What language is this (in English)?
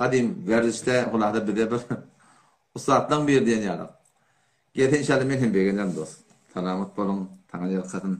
Turkmen